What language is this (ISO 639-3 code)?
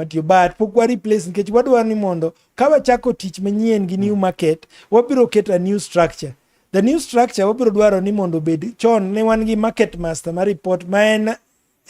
luo